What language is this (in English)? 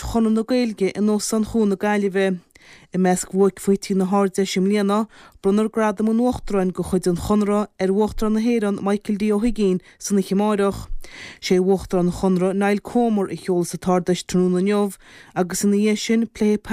Irish